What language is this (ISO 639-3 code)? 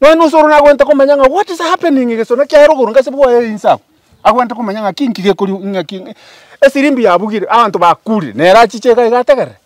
guz